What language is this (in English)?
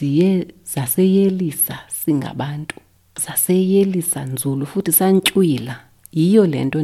Xhosa